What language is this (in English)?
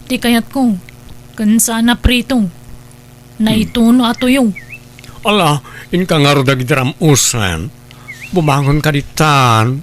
Iloko